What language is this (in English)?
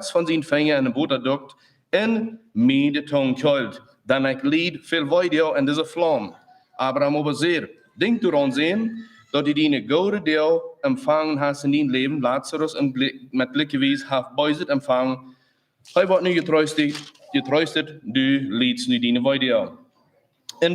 Plautdietsch